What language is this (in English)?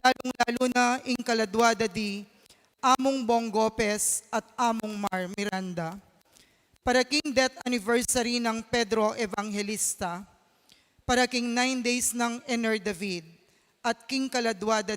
Pampanga